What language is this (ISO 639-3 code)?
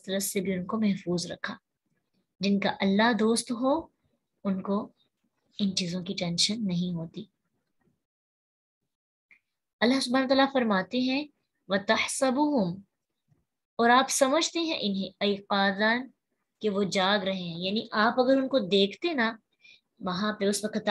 urd